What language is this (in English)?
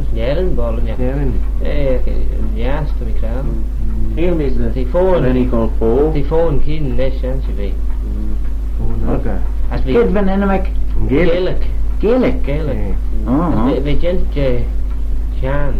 Manx